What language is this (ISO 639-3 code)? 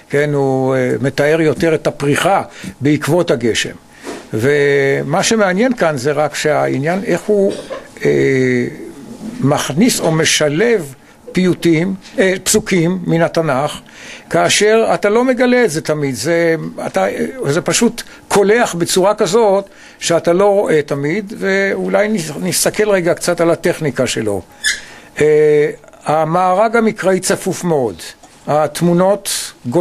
heb